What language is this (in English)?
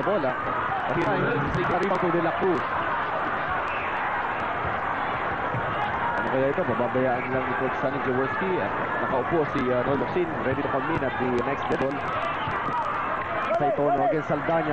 Filipino